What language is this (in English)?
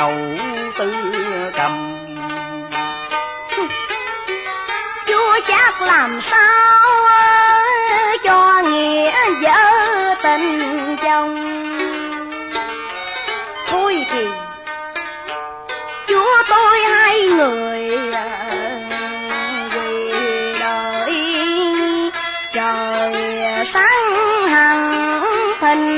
Vietnamese